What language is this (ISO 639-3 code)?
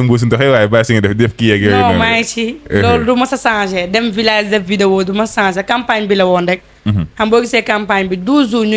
wol